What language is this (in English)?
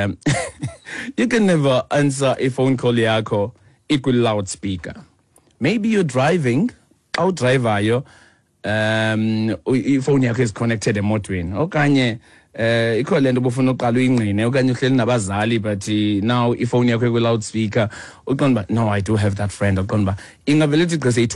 Xhosa